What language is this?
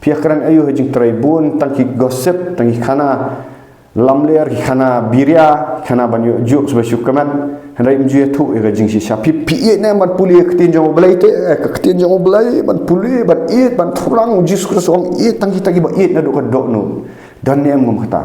Khasi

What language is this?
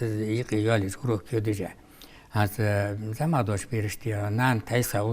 Ingush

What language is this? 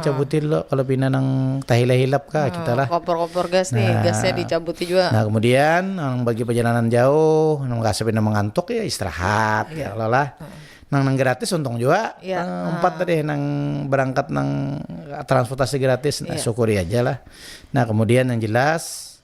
Banjar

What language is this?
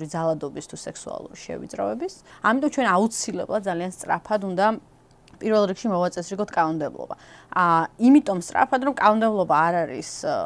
Georgian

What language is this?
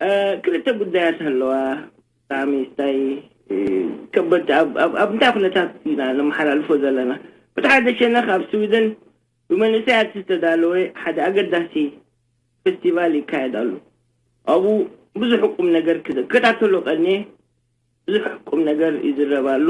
Tigrinya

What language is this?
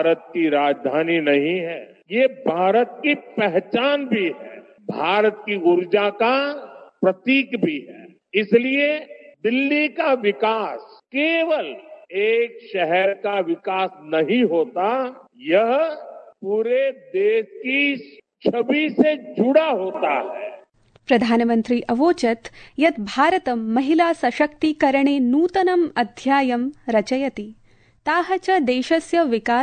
Sanskrit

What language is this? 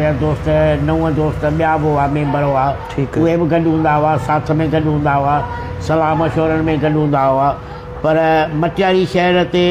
Sindhi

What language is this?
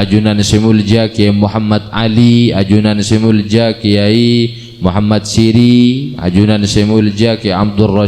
Madurese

